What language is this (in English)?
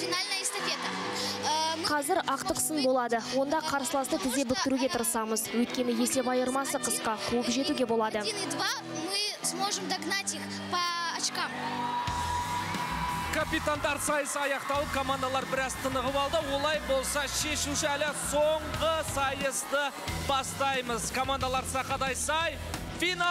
Kazakh